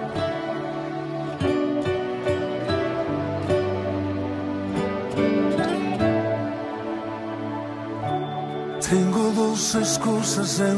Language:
Spanish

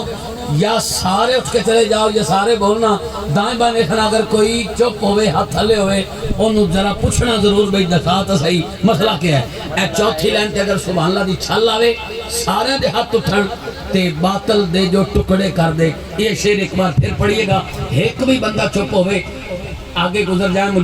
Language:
Saraiki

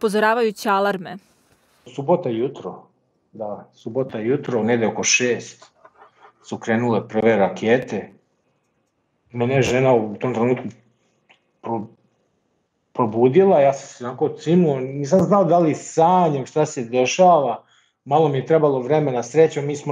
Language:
Serbian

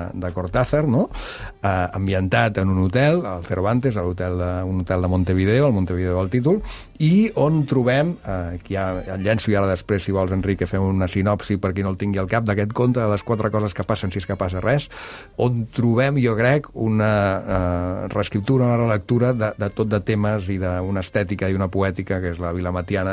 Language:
Catalan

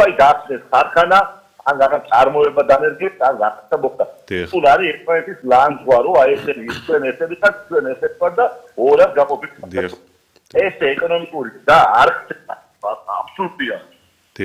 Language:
Georgian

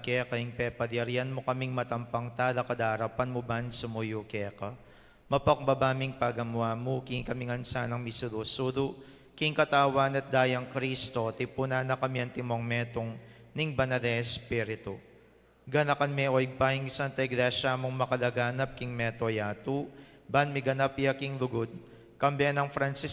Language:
Pampanga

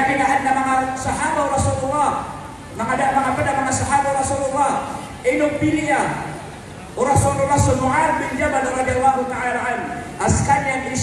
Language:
Maranao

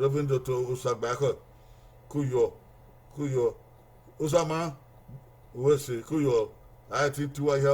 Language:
Bini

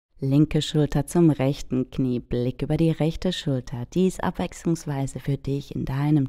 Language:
Swiss German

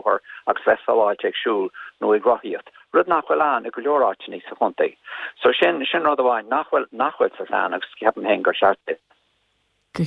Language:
Irish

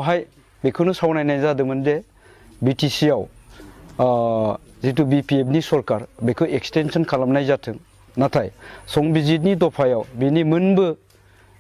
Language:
Bodo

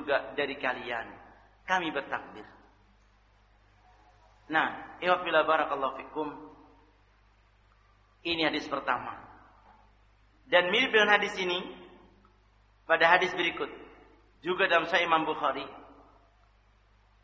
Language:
Indonesian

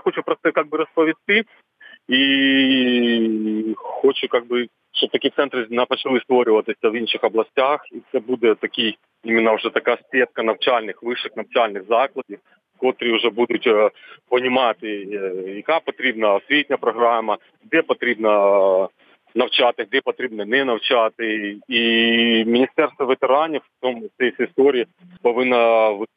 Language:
Ukrainian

